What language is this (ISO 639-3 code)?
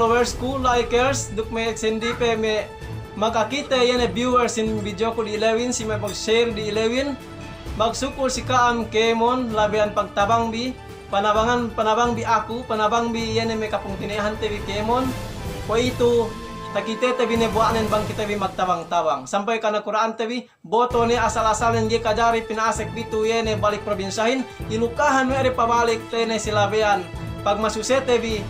yka